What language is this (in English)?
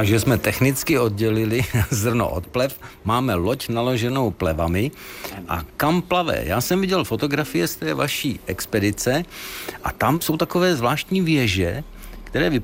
Czech